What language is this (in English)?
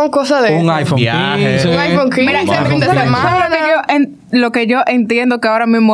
Spanish